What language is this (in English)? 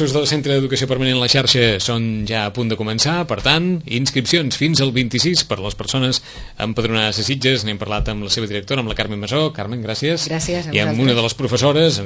Catalan